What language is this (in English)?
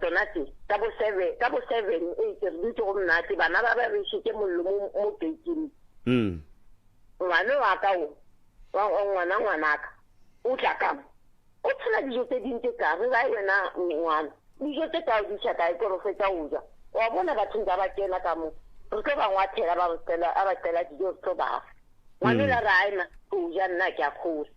Northern Sotho